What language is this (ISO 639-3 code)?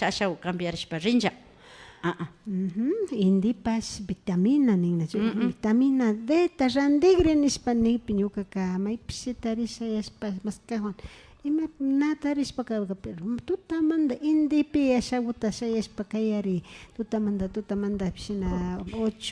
qvi